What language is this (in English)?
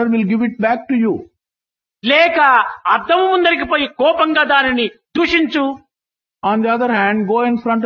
Telugu